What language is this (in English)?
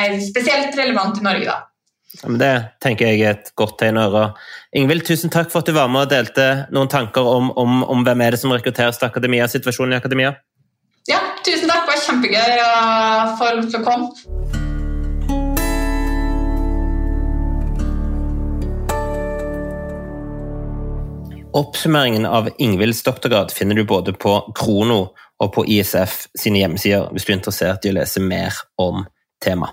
Norwegian